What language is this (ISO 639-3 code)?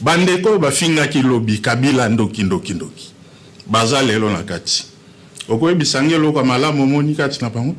lin